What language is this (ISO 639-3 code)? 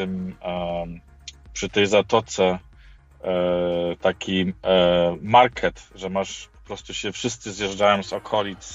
pol